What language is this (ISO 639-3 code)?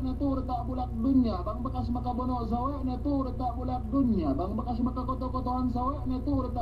yka